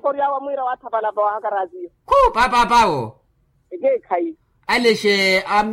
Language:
Makhuwa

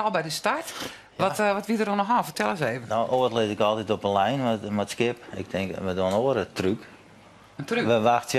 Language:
Western Frisian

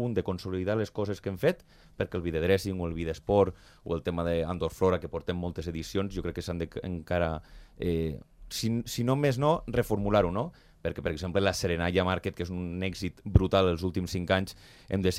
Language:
Catalan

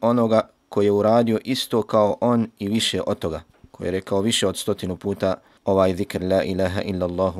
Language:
Bosnian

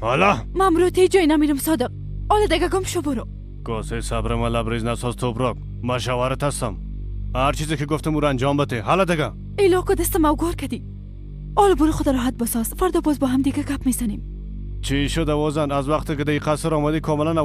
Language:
Persian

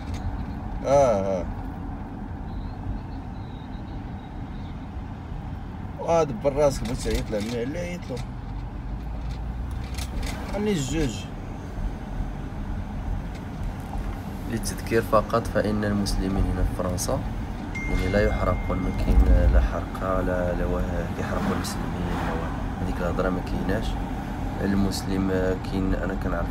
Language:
Moroccan Arabic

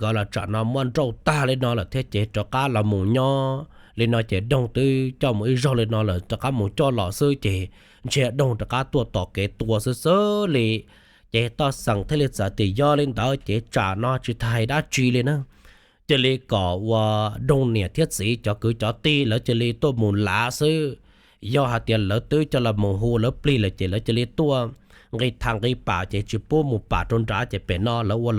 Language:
Hmong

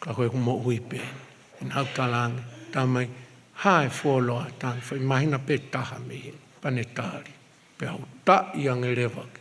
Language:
Tongan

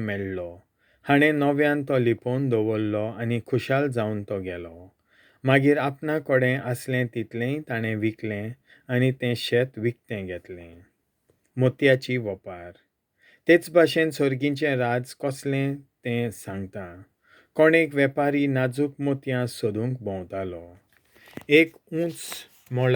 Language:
Konkani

